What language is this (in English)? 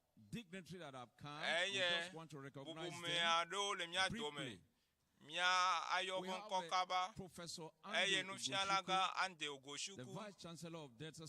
Ewe